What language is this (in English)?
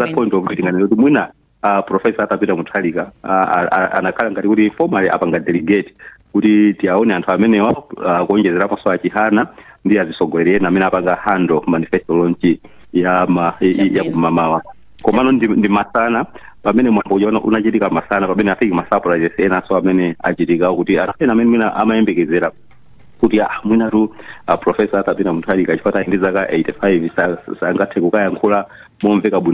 Nyanja